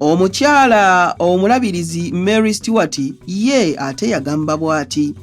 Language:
Ganda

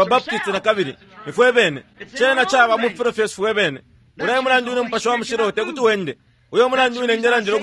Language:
Bemba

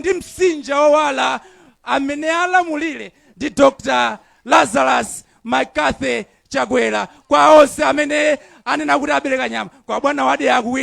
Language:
Nyanja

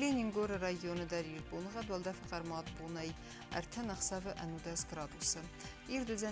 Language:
Ossetic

